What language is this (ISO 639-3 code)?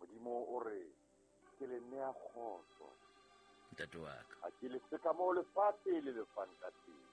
sot